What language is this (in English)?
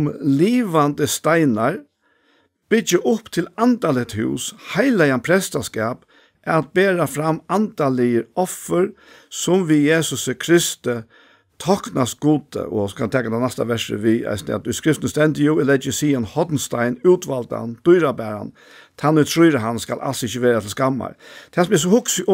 Faroese